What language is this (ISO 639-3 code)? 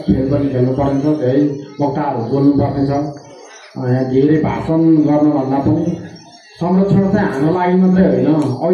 nep